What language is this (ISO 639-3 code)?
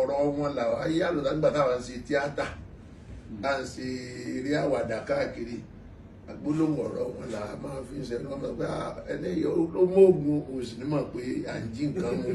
yor